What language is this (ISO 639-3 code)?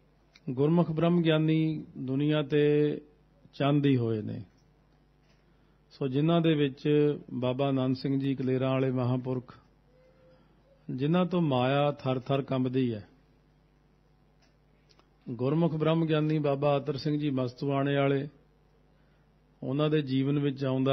pan